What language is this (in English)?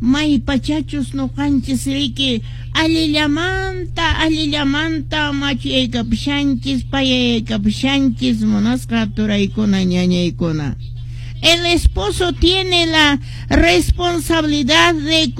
Quechua